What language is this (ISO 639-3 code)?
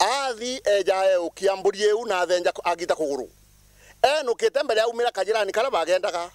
mer